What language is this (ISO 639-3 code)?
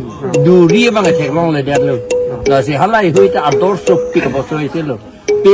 mjw